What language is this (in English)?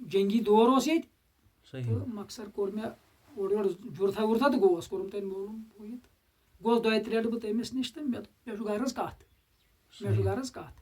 Kashmiri